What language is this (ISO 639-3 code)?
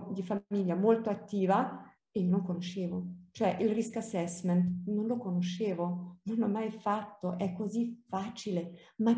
ita